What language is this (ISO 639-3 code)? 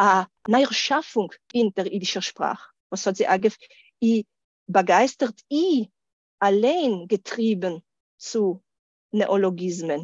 yid